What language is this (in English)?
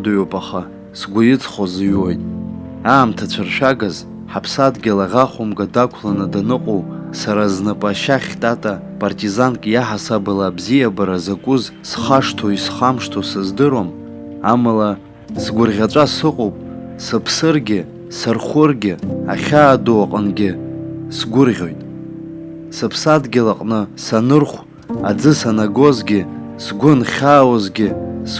Abkhazian